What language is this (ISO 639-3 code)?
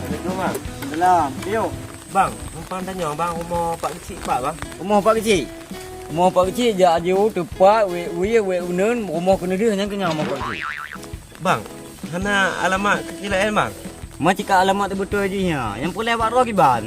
ace